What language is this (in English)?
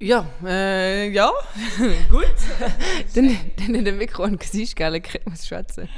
Luxembourgish